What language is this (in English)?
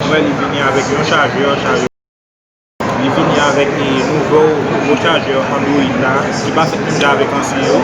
Haitian Creole